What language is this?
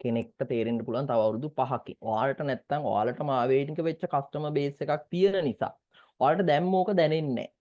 Sinhala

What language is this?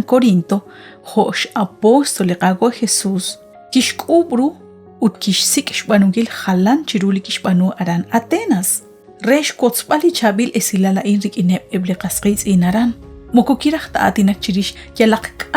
Kekchí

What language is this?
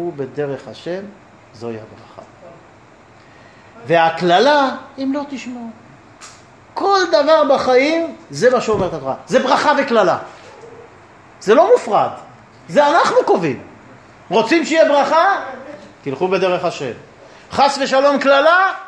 Hebrew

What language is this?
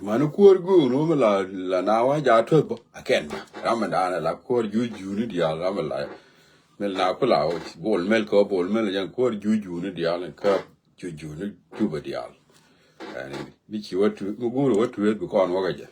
Nuer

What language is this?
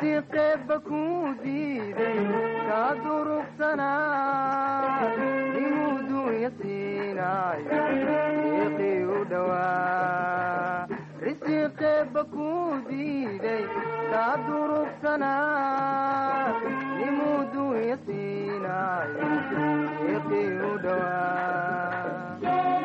Somali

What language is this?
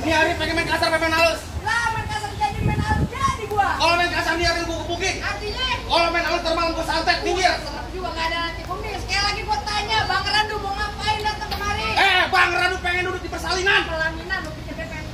Betawi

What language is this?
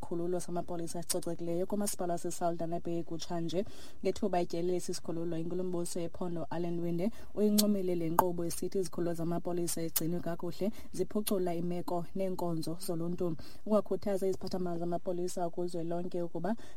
Xhosa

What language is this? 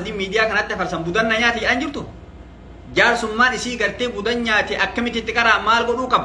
Oromo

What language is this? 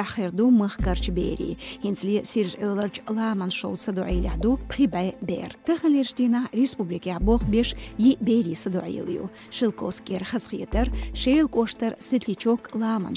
Chechen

